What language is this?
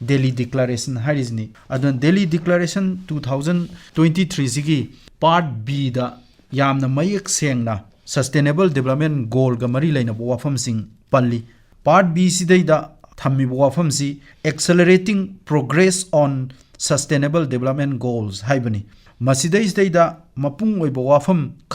Manipuri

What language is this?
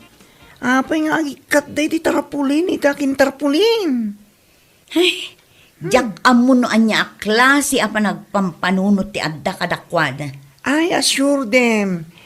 Iloko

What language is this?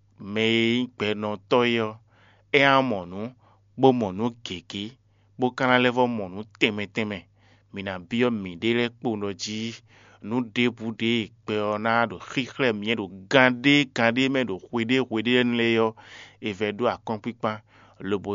Fon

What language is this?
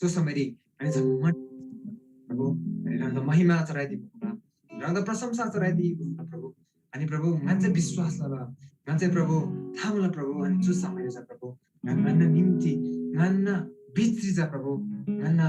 Eastern Tamang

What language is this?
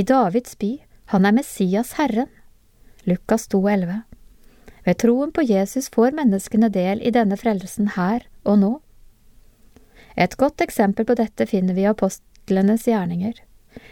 Norwegian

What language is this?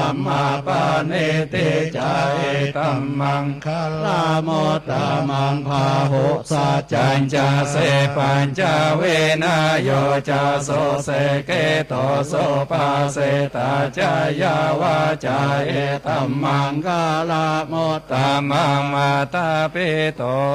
Pali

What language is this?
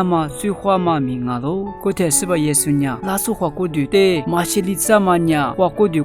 Lisu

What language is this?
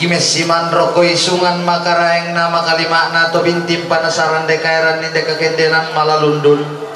Toraja-Sa'dan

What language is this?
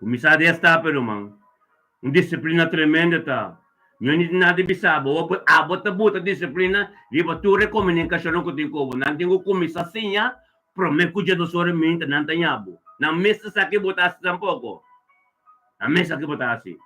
Papiamento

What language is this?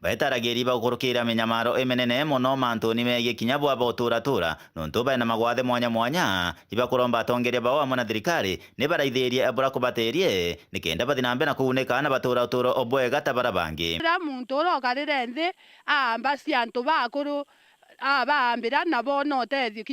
Meru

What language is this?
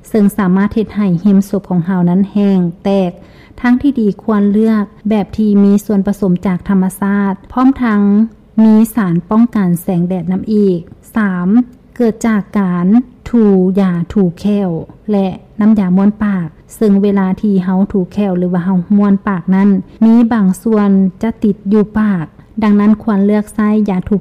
Lao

